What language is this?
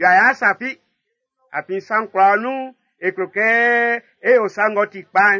Baoulé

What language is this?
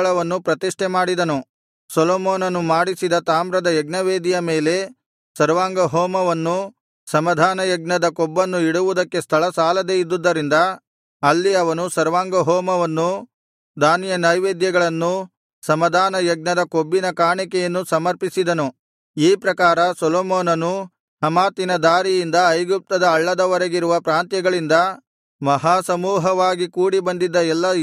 Kannada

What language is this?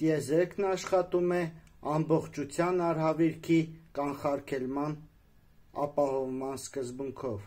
Armenian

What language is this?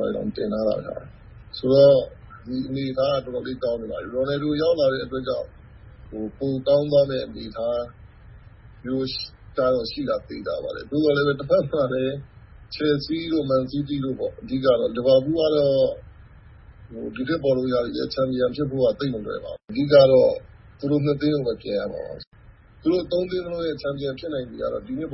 Burmese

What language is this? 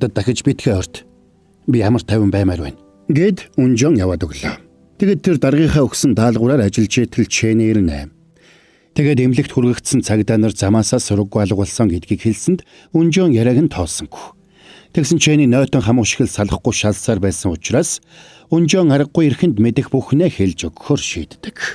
Mongolian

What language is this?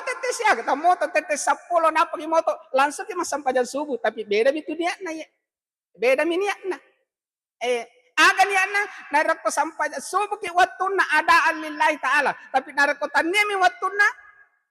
Buginese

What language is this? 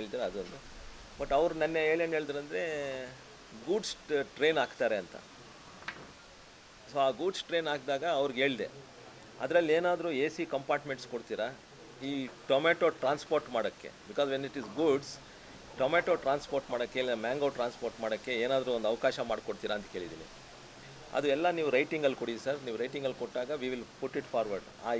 Kannada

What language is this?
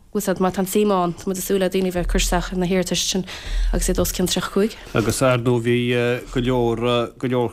Irish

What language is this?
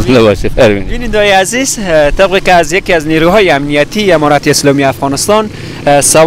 Persian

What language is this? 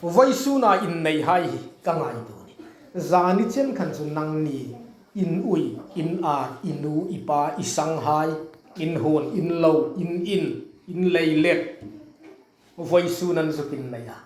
Hmar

